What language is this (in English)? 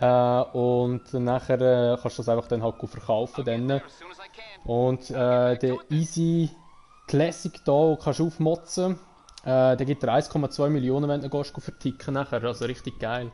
Swiss German